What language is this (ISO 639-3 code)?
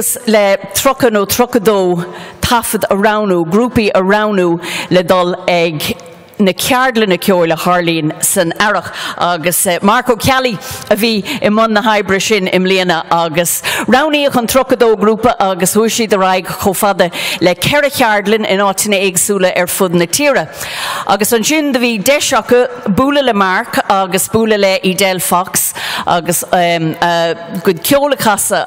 gle